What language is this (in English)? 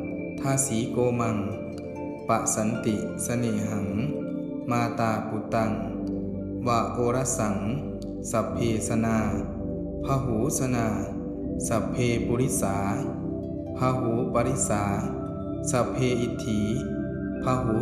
Pali